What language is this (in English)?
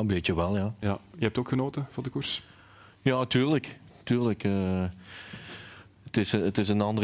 Dutch